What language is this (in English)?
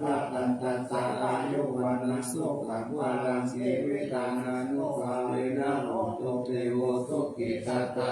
Pali